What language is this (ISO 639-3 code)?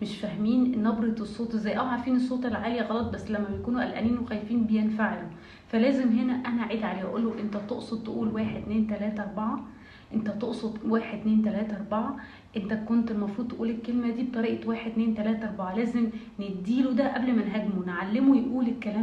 arz